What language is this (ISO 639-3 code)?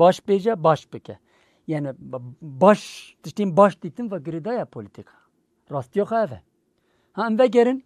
kur